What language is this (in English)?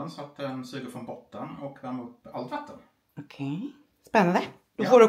Swedish